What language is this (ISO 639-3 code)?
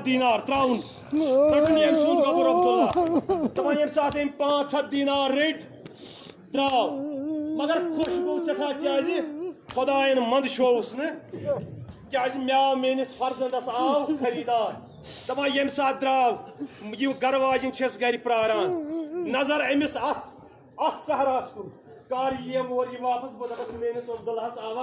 kas